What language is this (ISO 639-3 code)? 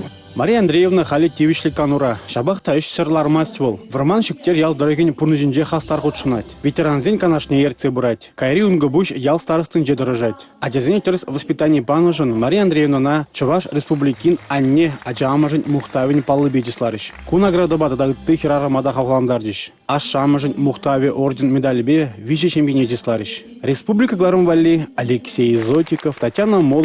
chv